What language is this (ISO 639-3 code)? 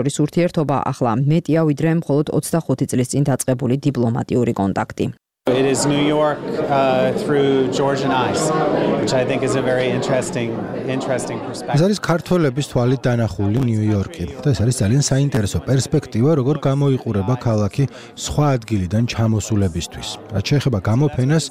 kat